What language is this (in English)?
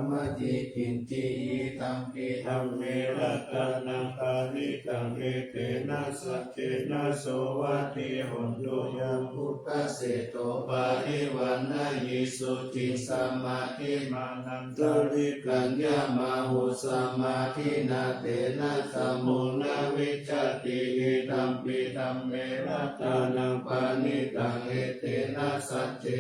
Pali